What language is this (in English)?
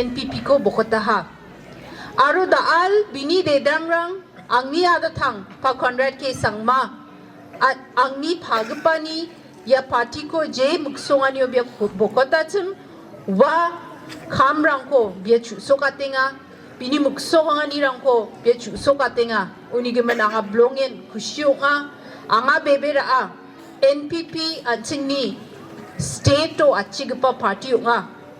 Garo